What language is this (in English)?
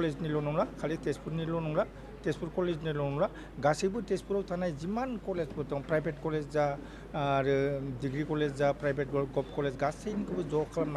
Bodo